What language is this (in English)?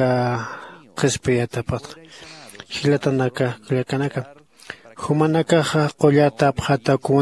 Aymara